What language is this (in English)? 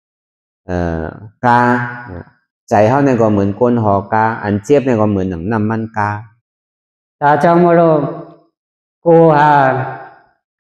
Shan